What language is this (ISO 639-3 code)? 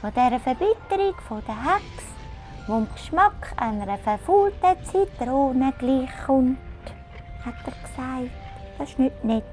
gsw